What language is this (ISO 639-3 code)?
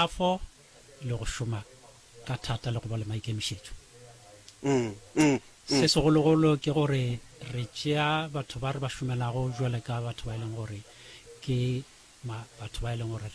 nso